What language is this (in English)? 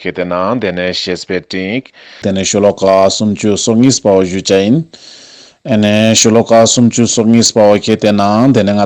Ladakhi